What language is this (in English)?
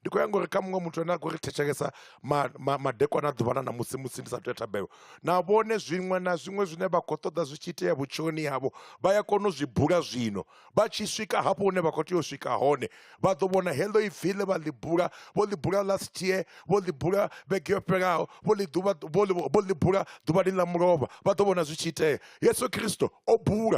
Venda